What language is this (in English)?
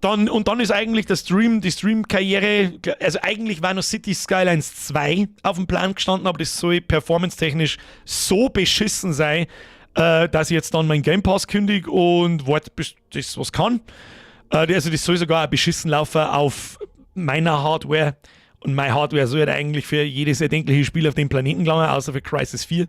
Bavarian